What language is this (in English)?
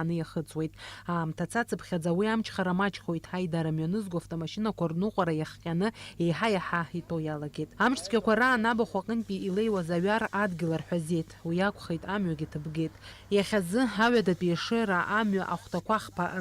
Abkhazian